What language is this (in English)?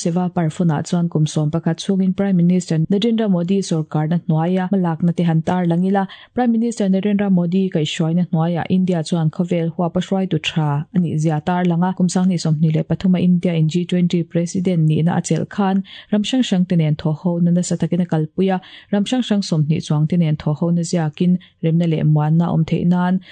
Mizo